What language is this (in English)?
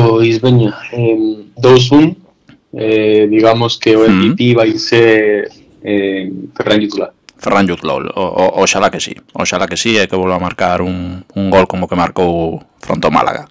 Galician